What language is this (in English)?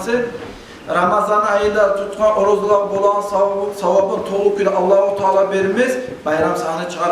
Kumyk